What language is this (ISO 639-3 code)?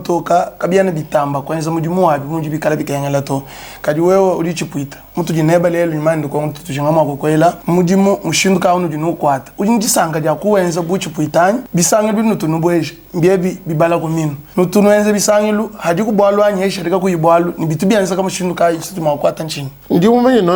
lua